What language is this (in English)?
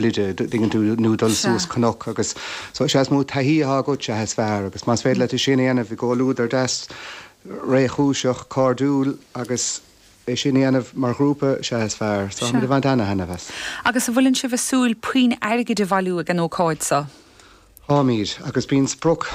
Irish